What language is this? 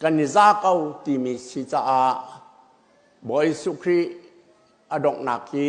Hakha Chin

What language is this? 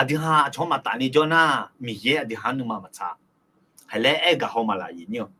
Akha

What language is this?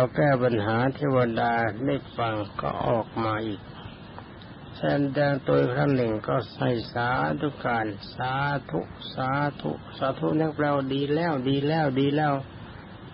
Thai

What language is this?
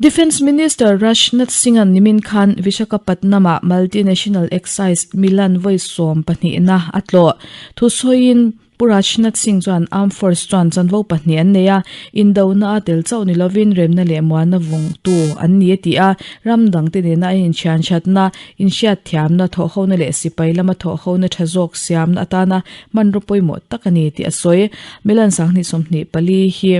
Mizo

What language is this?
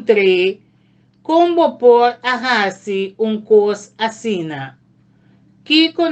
Papiamento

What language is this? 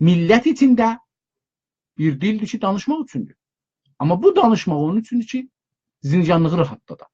South Azerbaijani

